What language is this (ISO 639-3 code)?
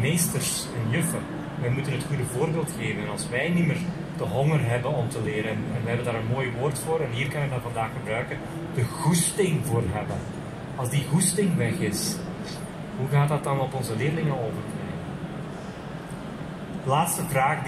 nld